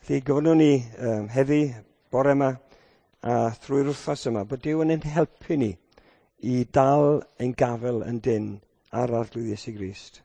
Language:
Welsh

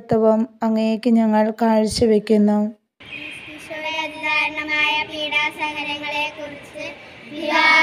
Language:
Malayalam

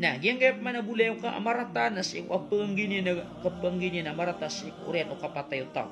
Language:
Maranao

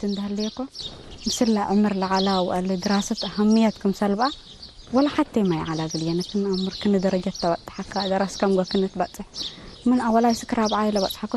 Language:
Tigre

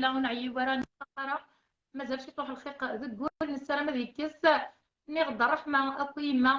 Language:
Kabyle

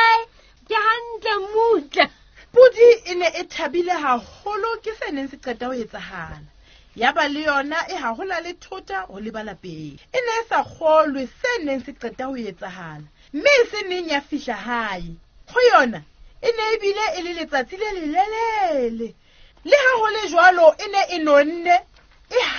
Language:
Southern Sotho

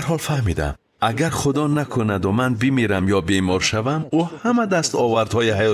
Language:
Tajik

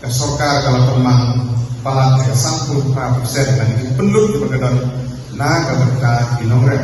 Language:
Khasi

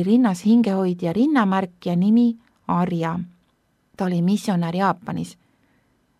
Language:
Estonian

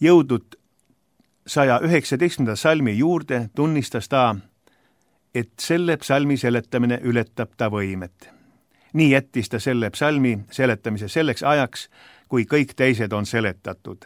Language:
Estonian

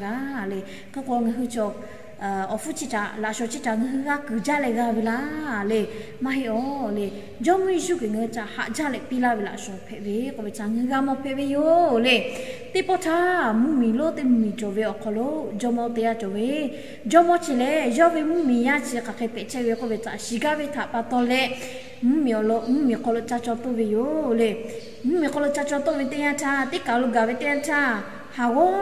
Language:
Lahu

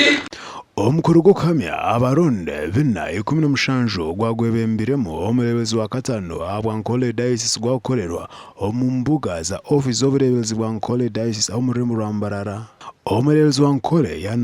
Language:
Nyankole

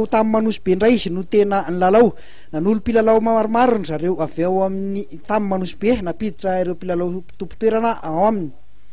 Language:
Malagasy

